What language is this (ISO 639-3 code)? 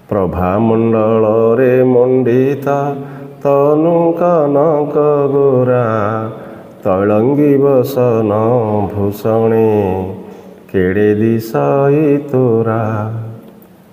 ori